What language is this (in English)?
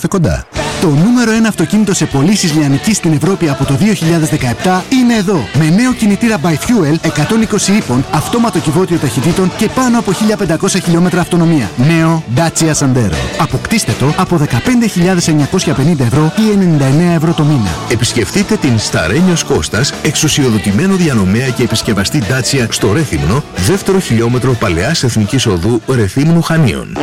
Greek